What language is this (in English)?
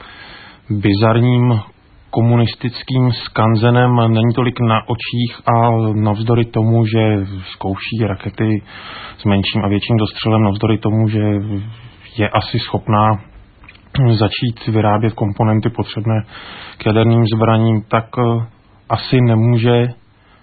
Czech